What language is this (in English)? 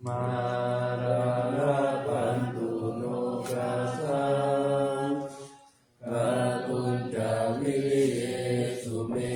Pali